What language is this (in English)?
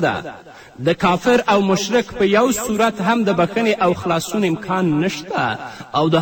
Pashto